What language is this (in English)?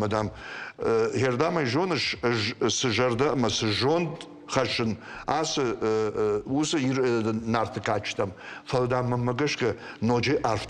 Ossetic